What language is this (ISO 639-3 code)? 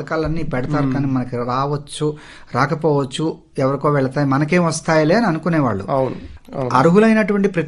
tel